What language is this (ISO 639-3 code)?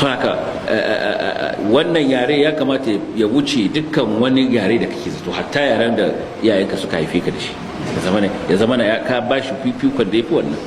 hau